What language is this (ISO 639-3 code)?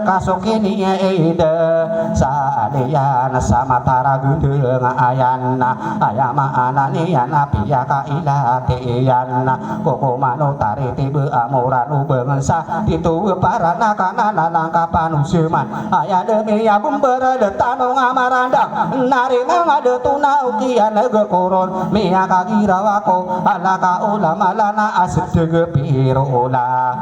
mrw